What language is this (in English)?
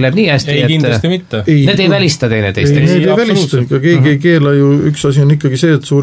Estonian